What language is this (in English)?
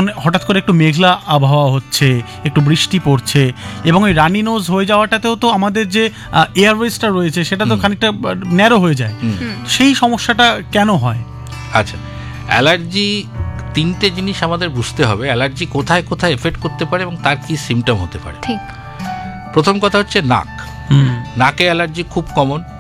Bangla